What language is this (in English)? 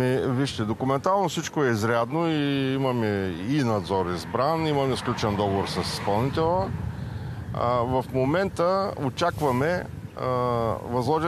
Bulgarian